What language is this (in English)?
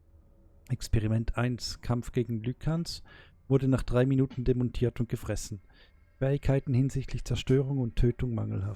Swiss German